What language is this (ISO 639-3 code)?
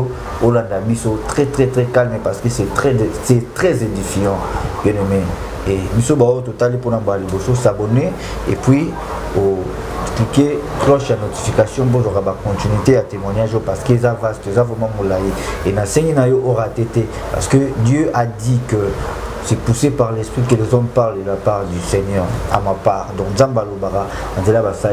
lin